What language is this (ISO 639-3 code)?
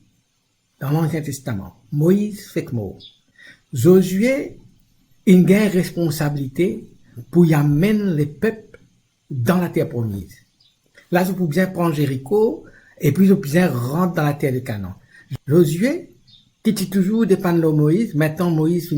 mfe